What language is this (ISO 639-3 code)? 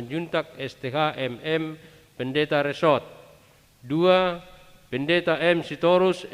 bbc